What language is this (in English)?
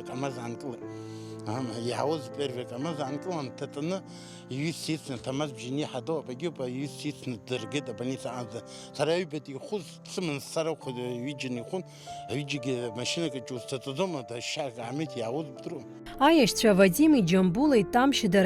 Abkhazian